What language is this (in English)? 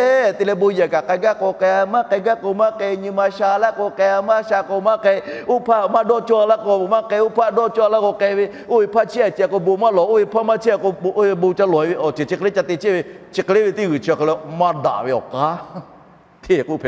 Lahu